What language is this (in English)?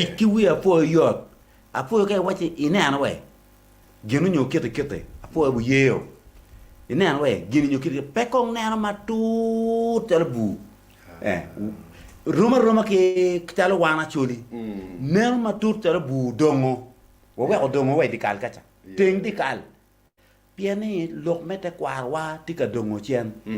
Acoli